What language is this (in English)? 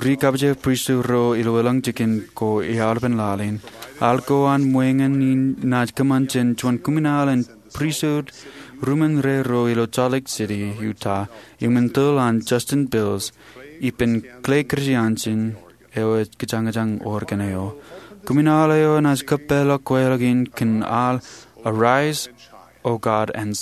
Marshallese